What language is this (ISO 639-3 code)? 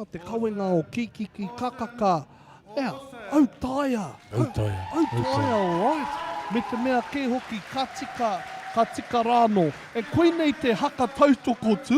mri